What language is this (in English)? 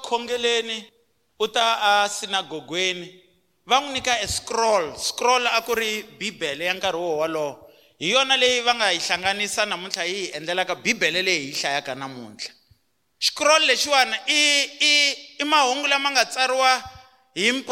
Tsonga